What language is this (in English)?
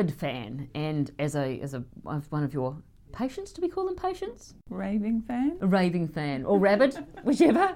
English